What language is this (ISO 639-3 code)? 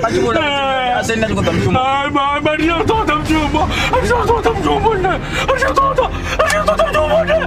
ven